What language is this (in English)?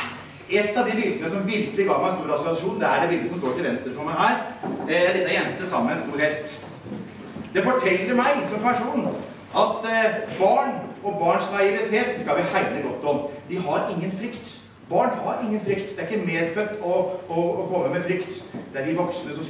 Norwegian